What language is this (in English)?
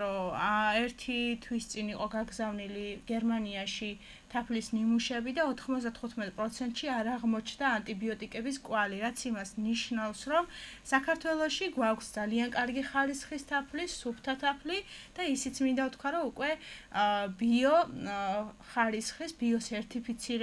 Georgian